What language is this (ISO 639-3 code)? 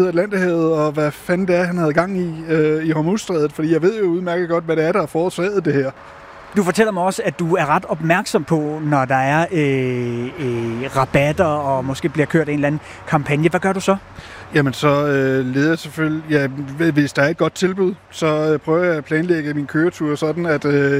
dan